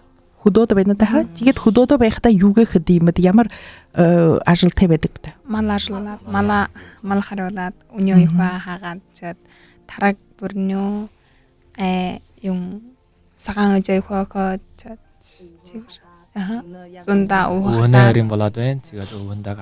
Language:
Buriat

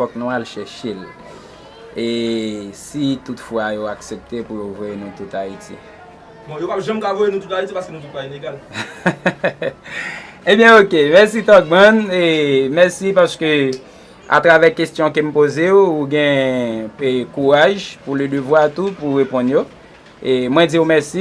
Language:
Haitian Creole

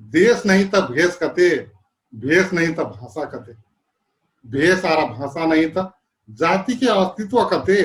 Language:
Dangaura Tharu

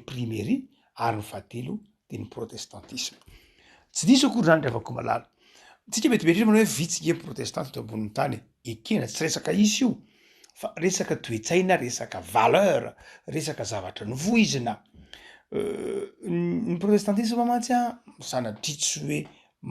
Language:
Malagasy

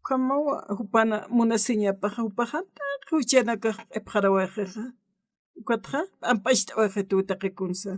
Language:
Aymara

